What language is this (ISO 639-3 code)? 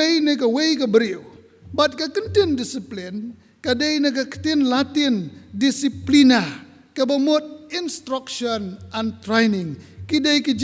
kha